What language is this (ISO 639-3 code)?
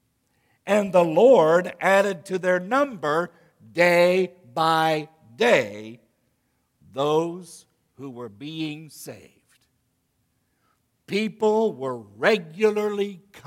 eng